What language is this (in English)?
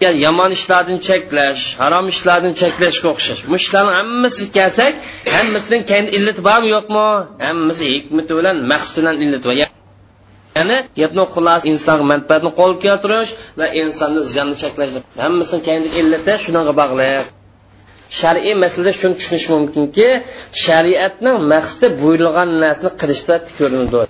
Uyghur